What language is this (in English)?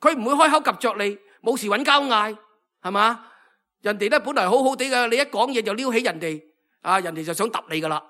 Cantonese